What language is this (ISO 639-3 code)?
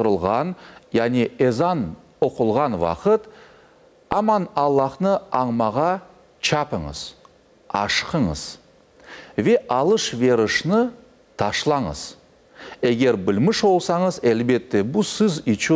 crh